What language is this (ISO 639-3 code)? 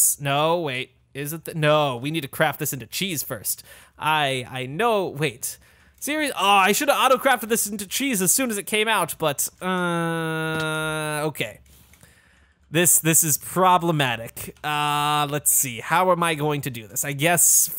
eng